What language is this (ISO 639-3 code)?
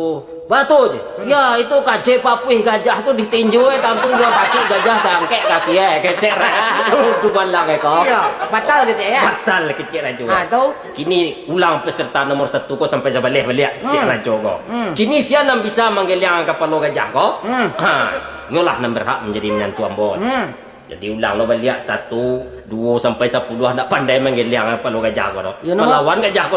min